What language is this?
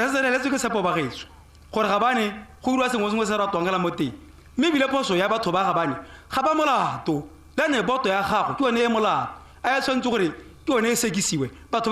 Tswana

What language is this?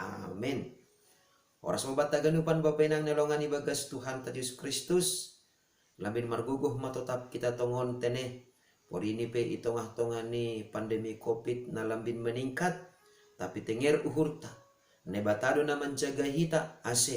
Batak Simalungun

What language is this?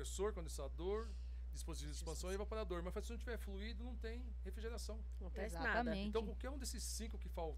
Portuguese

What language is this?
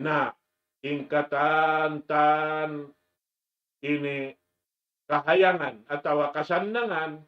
Tausug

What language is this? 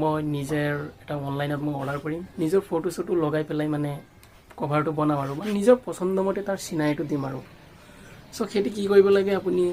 Assamese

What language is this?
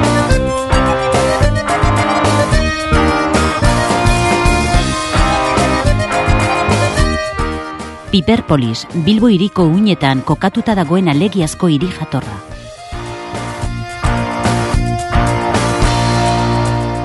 Basque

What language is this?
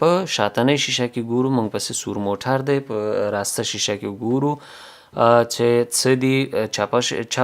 Pashto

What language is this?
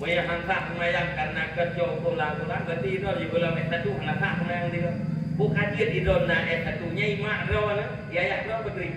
Achinese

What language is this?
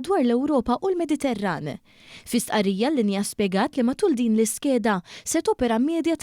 Maltese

